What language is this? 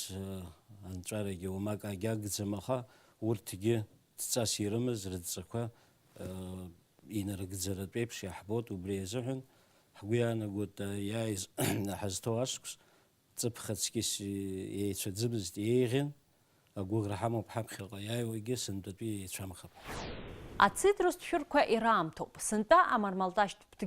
Abkhazian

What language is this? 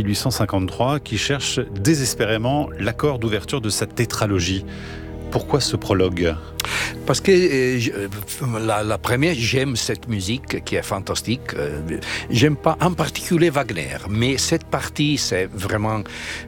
French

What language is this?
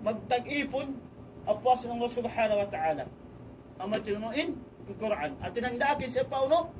Tausug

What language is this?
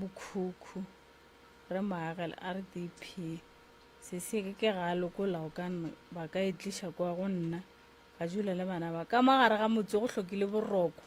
Northern Sotho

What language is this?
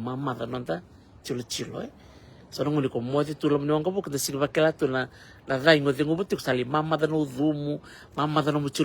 Fijian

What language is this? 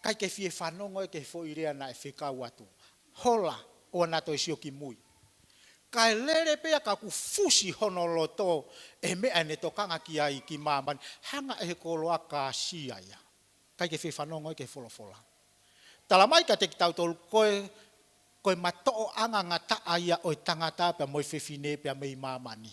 Tongan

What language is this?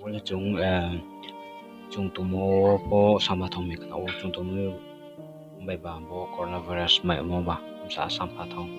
Riang (India)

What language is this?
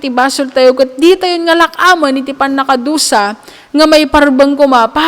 Iloko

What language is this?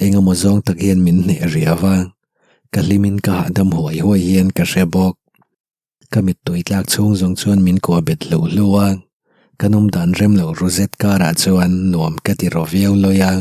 Mizo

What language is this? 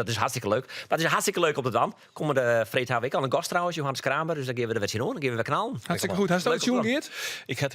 Western Frisian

